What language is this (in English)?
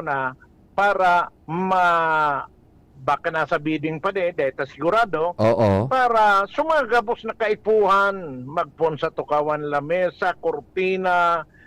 Bikol